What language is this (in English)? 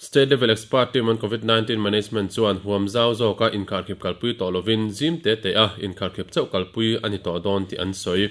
Mizo